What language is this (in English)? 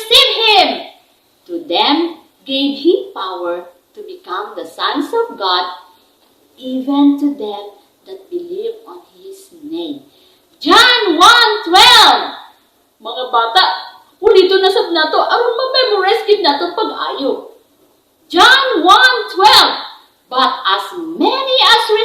Cebuano